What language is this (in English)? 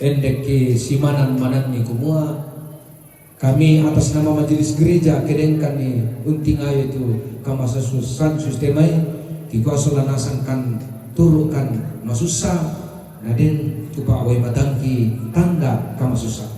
Toraja-Sa'dan